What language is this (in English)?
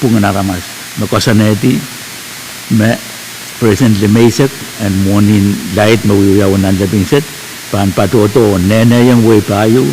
Pohnpeian